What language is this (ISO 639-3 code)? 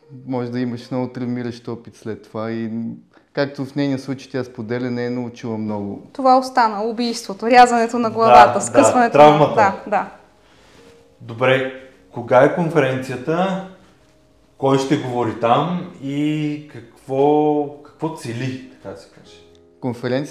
bul